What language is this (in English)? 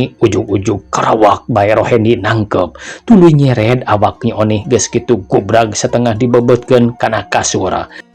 Sundanese